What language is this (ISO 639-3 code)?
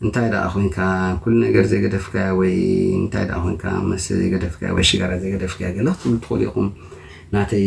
tir